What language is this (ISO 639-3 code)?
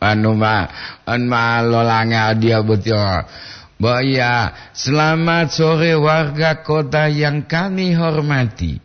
gor